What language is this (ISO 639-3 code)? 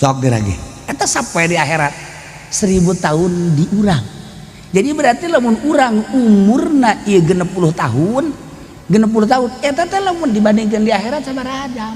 sun